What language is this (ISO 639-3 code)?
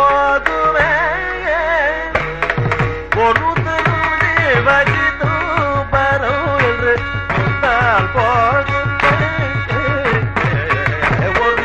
tam